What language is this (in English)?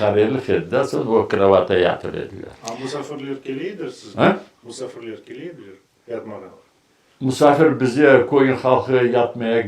Crimean Tatar